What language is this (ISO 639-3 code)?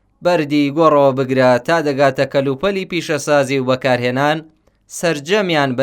ckb